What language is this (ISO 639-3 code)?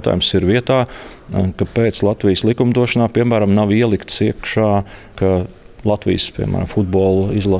lav